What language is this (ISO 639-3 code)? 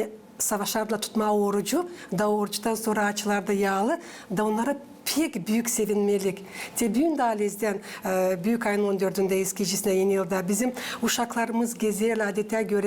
gag